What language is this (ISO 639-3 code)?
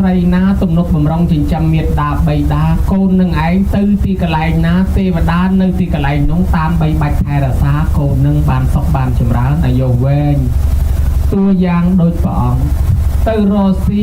khm